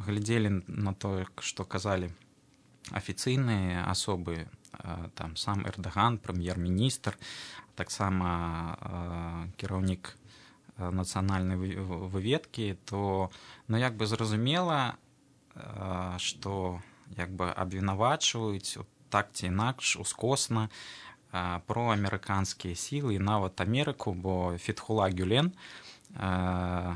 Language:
Belarusian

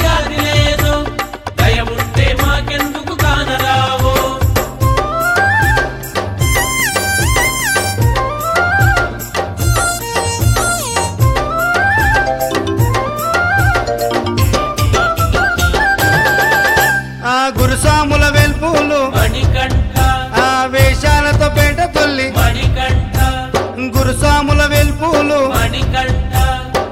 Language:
Telugu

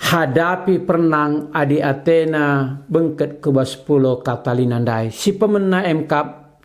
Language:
Batak Karo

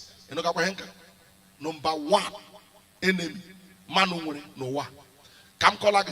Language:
Igbo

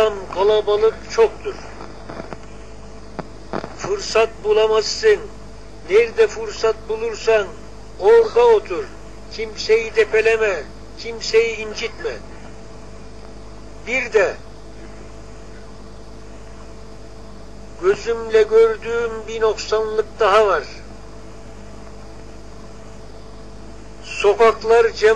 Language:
Turkish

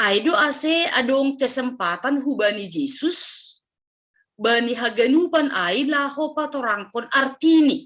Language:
Batak Simalungun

